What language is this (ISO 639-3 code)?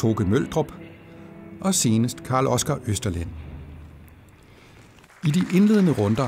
dan